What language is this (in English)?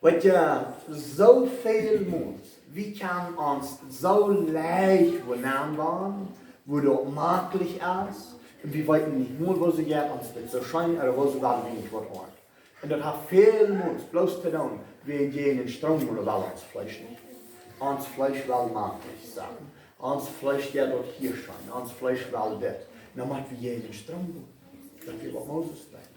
Plautdietsch